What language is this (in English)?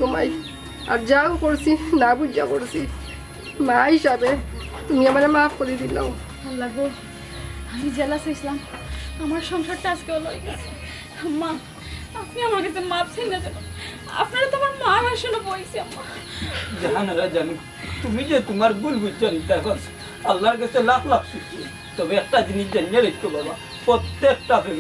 Sylheti